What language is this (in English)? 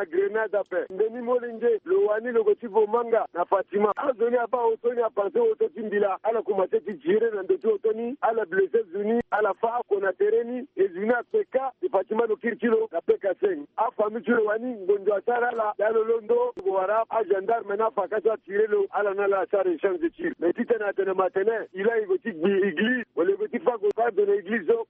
Sango